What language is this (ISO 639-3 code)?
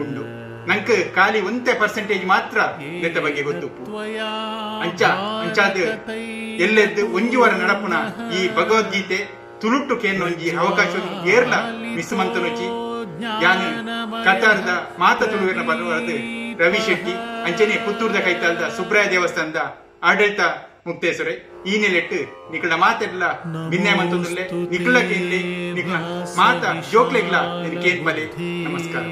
tcy